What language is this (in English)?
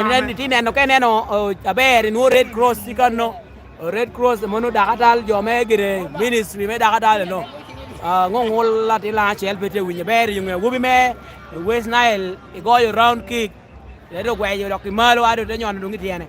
Lango (Uganda)